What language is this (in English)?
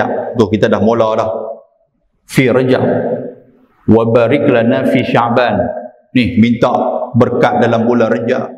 Malay